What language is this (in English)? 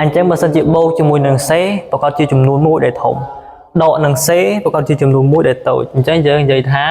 Khmer